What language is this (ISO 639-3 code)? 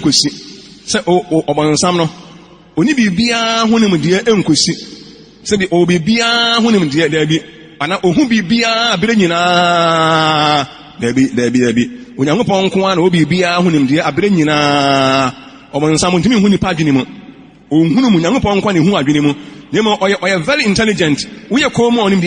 aka